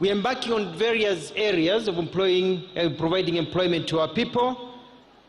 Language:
Luo (Kenya and Tanzania)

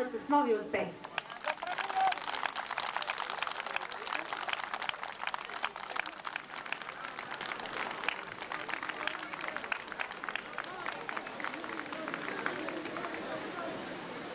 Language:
Bulgarian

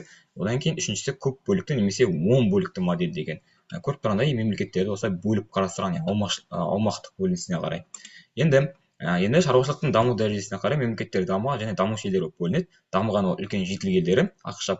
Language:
Kazakh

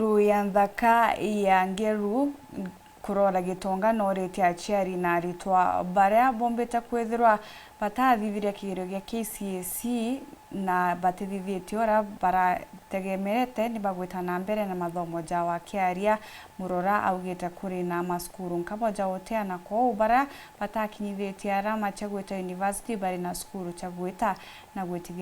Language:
Meru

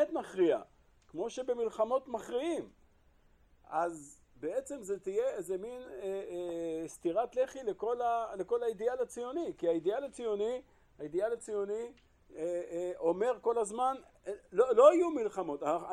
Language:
Hebrew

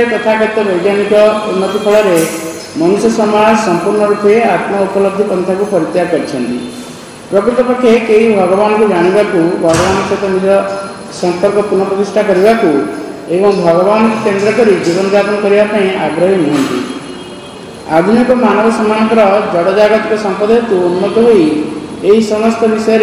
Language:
Odia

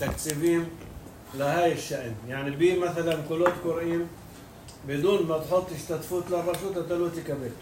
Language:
North Levantine Arabic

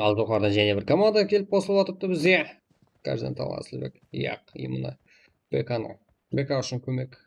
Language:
Kara-Kalpak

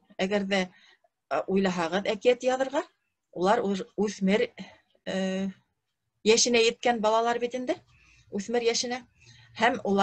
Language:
Bashkir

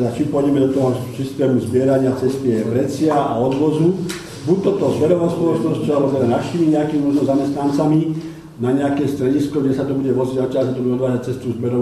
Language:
Slovak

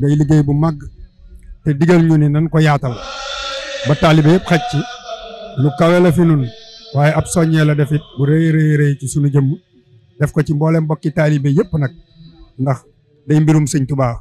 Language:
Wolof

